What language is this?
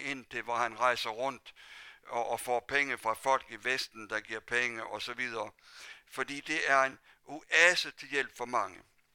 Danish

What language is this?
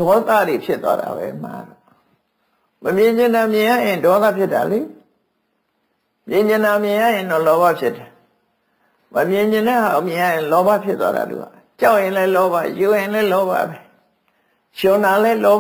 Burmese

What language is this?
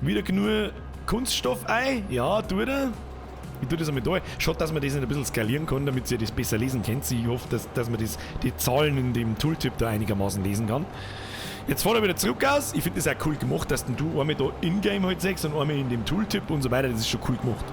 Bavarian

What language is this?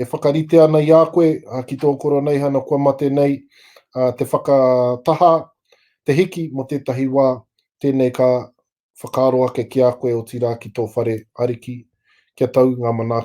Māori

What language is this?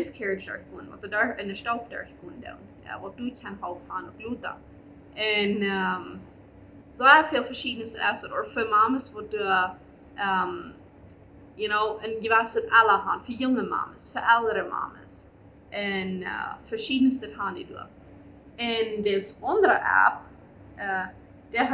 Plautdietsch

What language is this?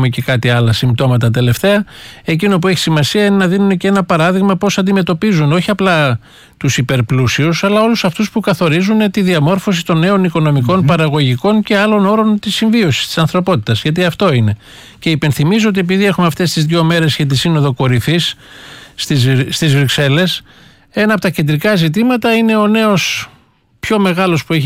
Greek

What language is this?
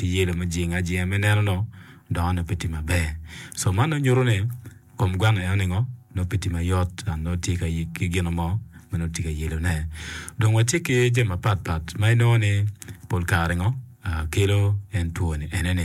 Acoli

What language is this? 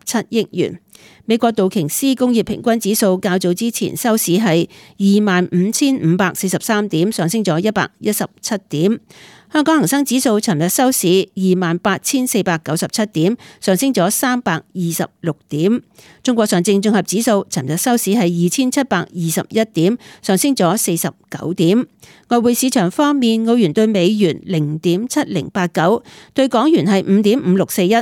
Cantonese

